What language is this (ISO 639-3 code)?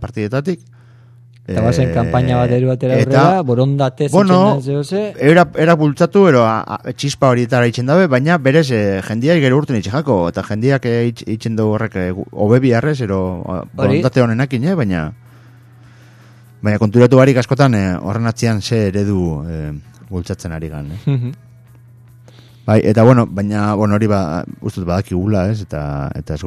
eus